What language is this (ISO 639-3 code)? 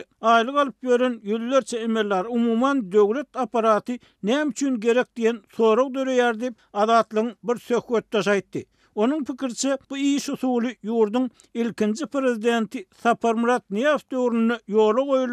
tuk